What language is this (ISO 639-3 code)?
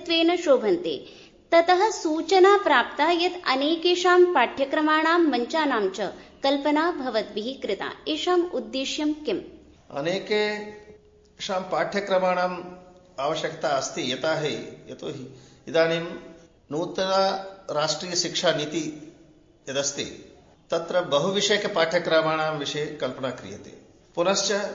san